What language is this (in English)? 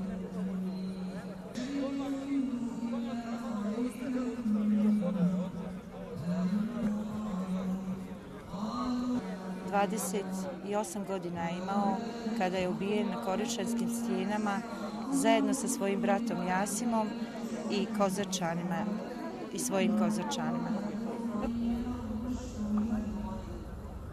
Bosnian